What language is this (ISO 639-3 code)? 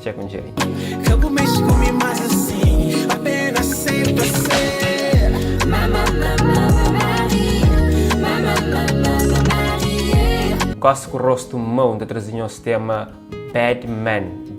kea